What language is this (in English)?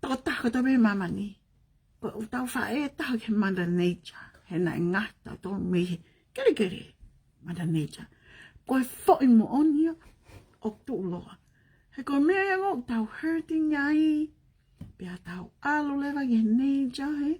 Tongan